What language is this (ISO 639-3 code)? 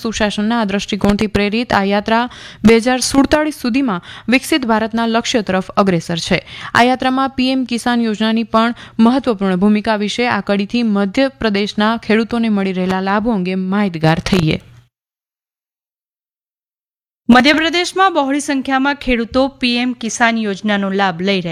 guj